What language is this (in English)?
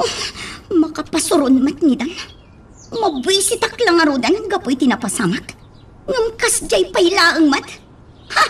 Iloko